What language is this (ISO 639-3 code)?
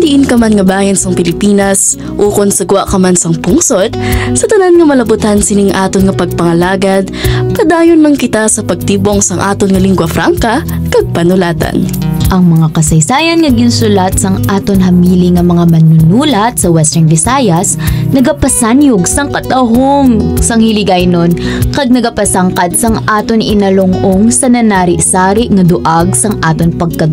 hil